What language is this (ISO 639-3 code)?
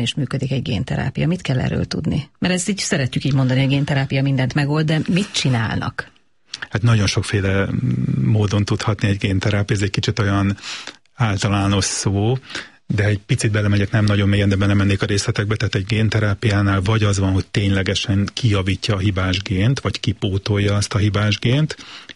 hun